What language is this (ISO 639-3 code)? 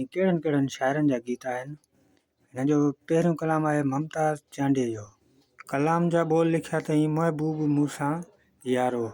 snd